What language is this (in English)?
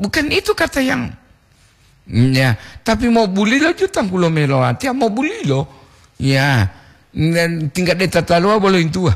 Gorontalo